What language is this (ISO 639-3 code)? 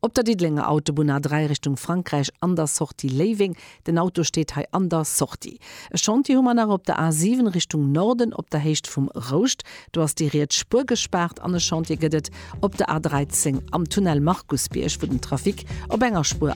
ltz